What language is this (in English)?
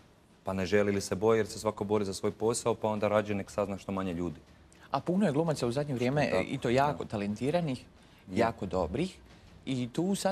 Croatian